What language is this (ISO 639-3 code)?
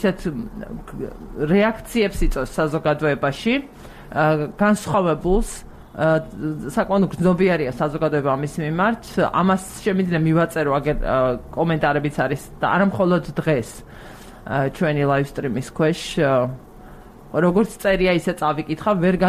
kat